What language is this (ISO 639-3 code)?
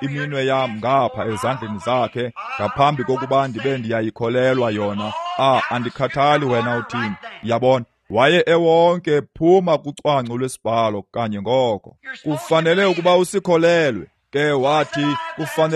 xho